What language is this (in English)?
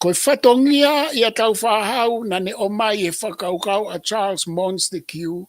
Tongan